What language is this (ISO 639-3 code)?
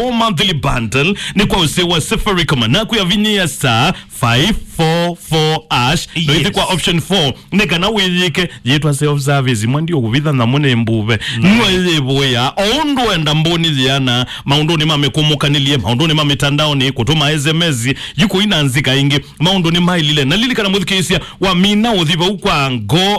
kam